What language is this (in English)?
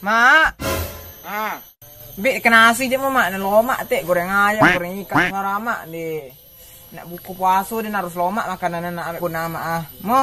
Minangkabau